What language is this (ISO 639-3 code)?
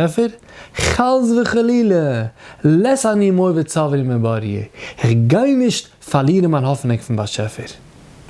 yid